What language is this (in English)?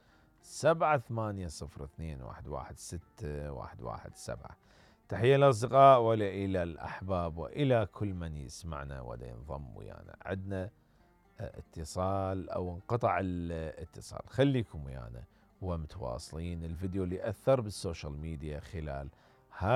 Mesopotamian Arabic